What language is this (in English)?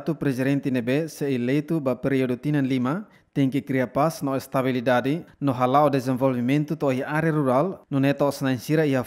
Tetum